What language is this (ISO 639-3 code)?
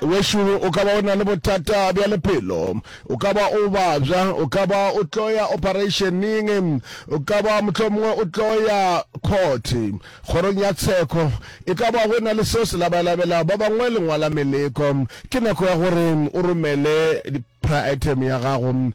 nso